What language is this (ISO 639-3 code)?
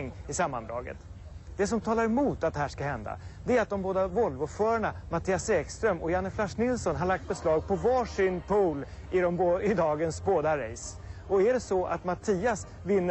swe